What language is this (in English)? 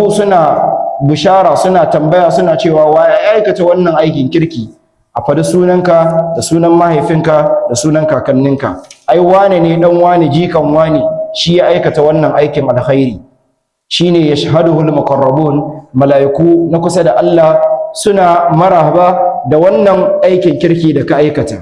Hausa